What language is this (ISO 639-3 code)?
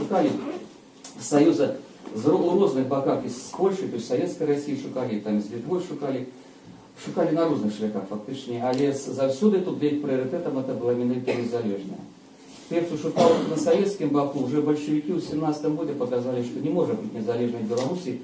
bel